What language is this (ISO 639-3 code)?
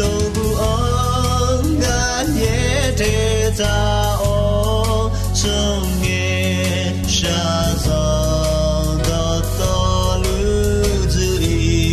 ahk